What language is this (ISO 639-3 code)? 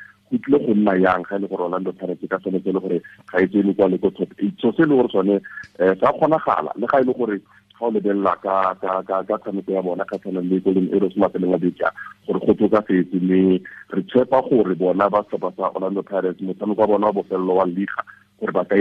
tsn